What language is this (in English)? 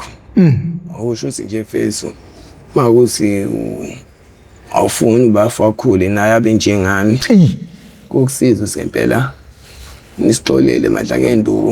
Zulu